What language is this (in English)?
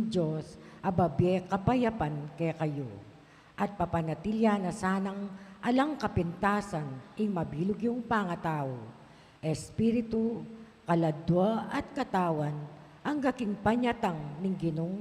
Pampanga